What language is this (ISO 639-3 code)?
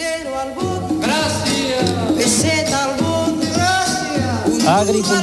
spa